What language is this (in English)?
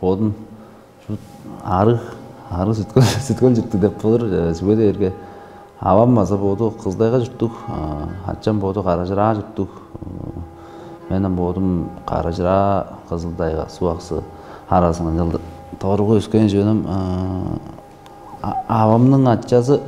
Tuvinian